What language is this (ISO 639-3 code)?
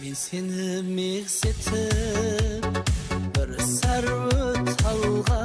kaa